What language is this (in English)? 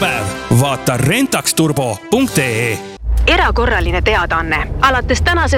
Estonian